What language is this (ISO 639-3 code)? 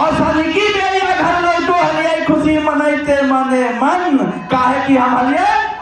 mag